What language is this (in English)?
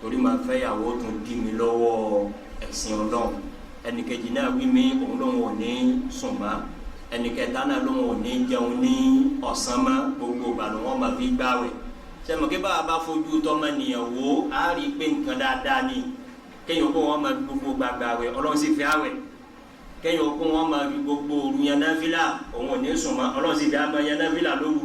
Yoruba